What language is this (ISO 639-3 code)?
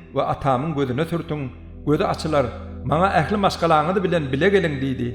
tuk